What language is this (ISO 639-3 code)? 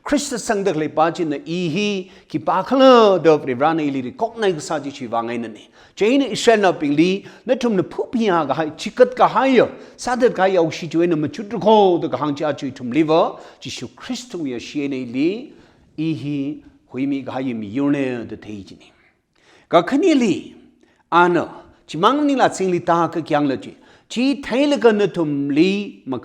nmf